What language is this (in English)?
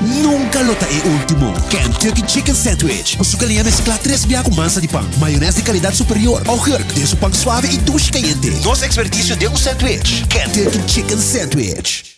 Papiamento